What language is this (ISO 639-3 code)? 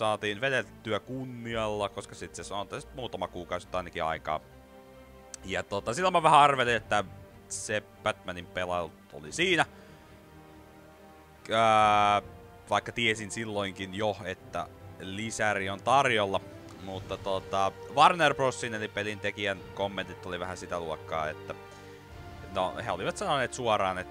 fin